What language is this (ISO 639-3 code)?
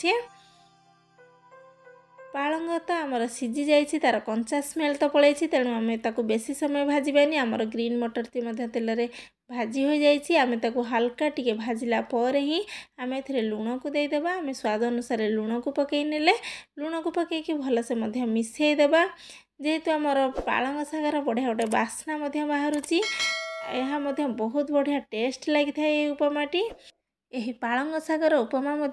ori